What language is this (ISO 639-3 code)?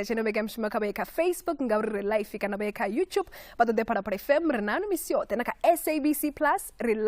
ven